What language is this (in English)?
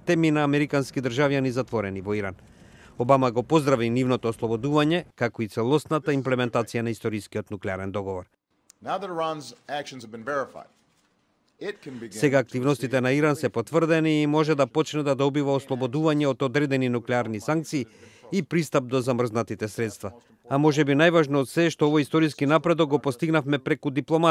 Macedonian